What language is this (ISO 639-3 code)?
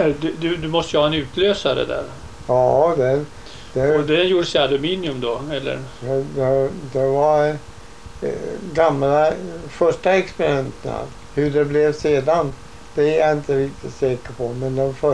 swe